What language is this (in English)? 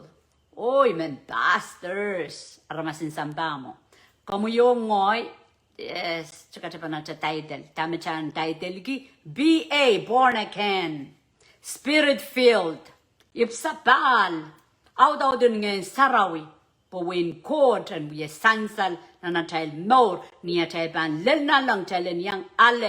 Pohnpeian